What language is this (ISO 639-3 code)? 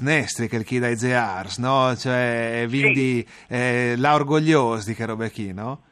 fur